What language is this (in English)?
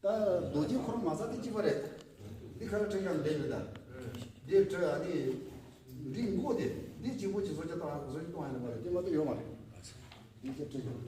Tibetan